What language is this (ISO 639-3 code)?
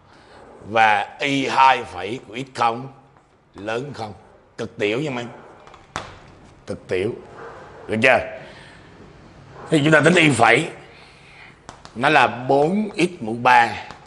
vie